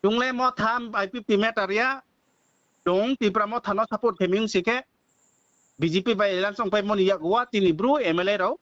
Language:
Riang (India)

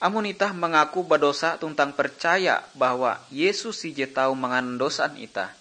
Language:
Ngaju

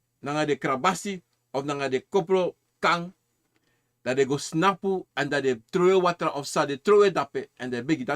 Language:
Sranan Tongo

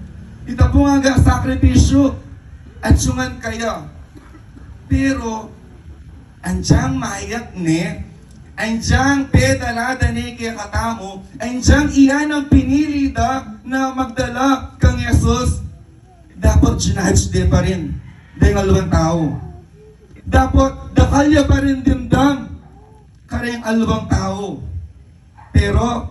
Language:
Pampanga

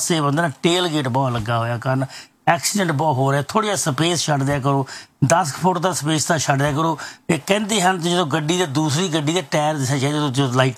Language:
Punjabi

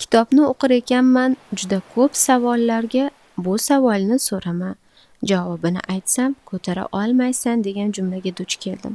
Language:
Uzbek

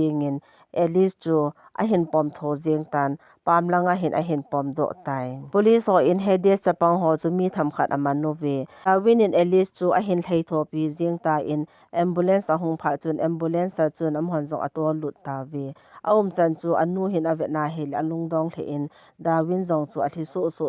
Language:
Thado Chin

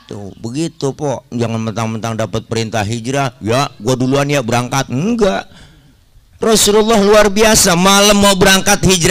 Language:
Betawi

